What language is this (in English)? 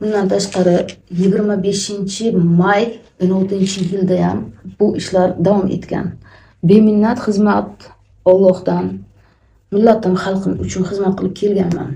Uzbek